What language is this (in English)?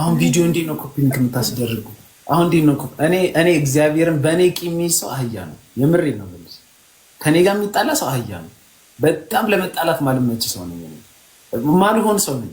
Amharic